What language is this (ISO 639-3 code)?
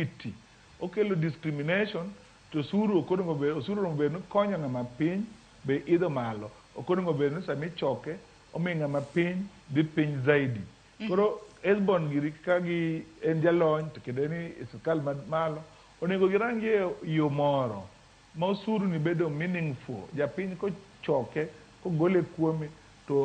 luo